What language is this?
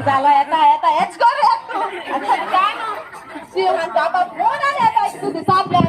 Konkani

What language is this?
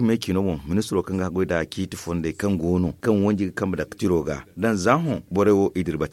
Zarma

